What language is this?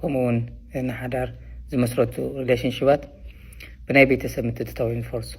Tigrinya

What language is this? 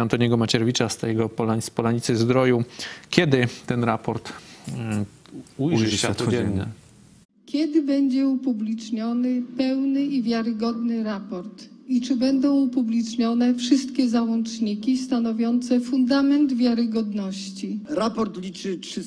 Polish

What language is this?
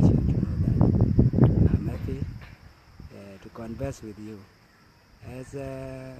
Dinka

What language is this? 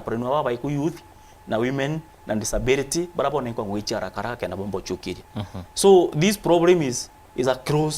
Meru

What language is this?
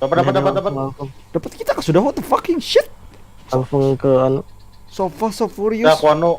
Banjar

